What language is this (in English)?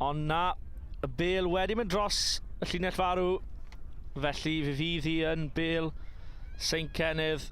Welsh